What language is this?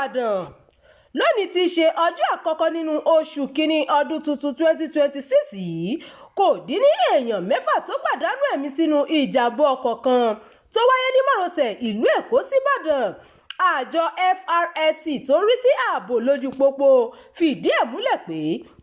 Yoruba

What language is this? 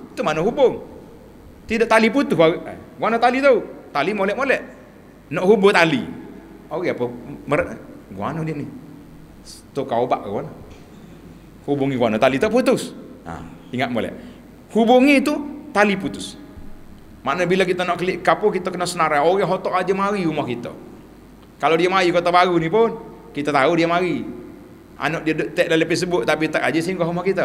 Malay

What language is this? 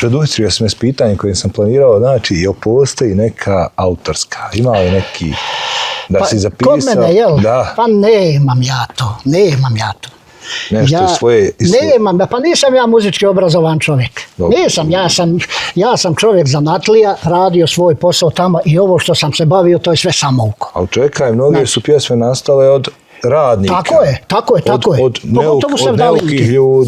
Bosnian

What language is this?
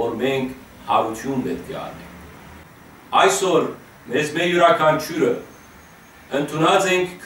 Western Armenian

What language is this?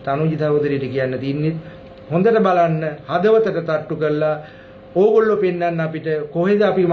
Sinhala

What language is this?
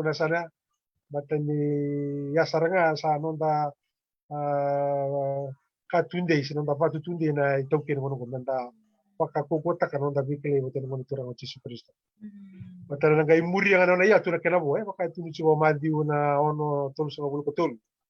Fijian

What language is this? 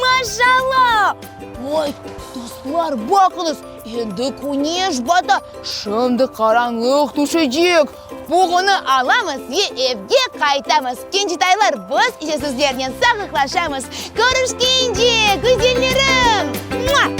Crimean Tatar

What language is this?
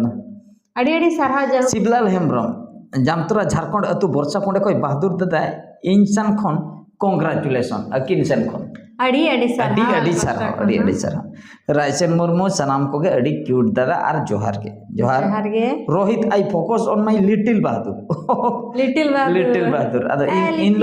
Santali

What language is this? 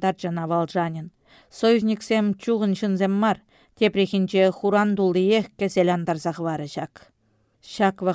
Chuvash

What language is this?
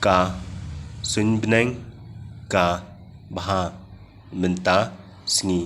Khasi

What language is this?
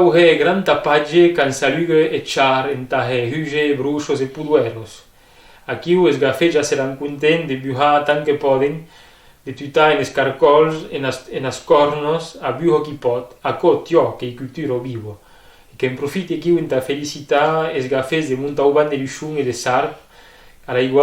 Occitan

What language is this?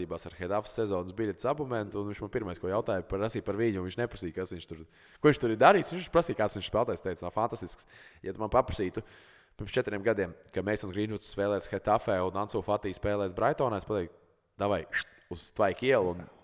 Latvian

